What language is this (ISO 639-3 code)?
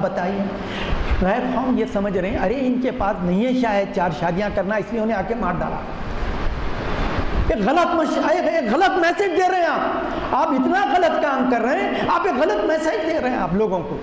urd